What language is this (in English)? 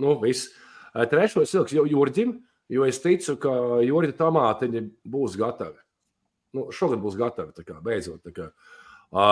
Latvian